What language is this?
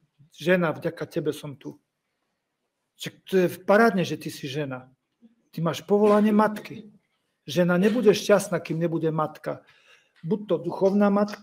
Slovak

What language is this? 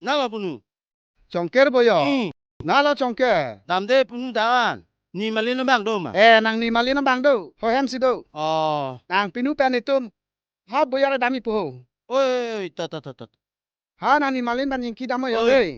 Karbi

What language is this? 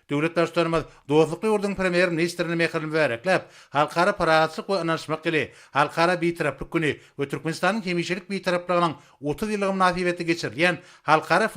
Turkmen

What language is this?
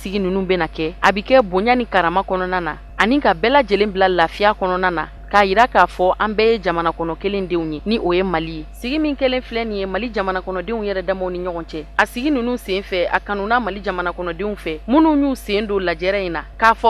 Bambara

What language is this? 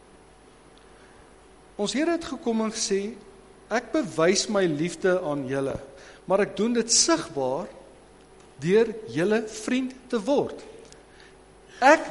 Afrikaans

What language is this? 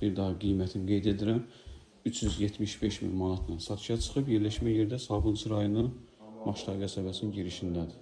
Azerbaijani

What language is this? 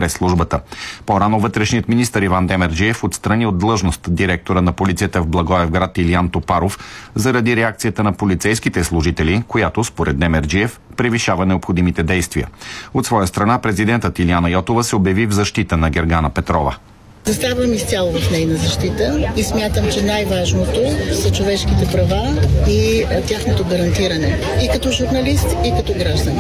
Bulgarian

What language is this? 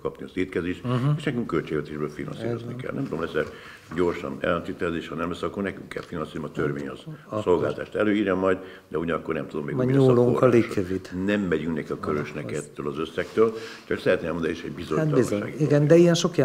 Hungarian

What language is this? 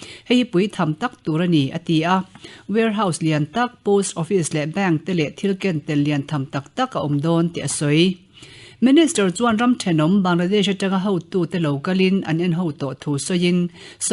Mizo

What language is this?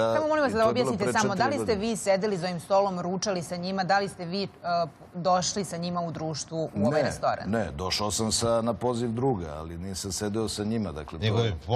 Serbian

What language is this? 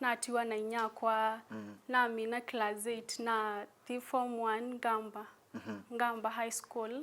Kamba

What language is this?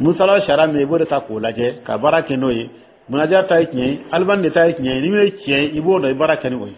Dyula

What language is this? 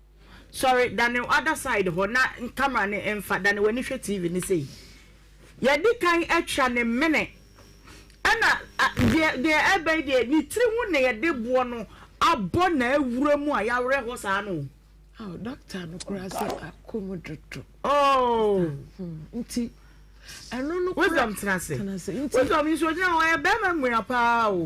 Akan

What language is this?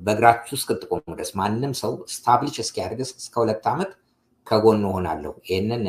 Amharic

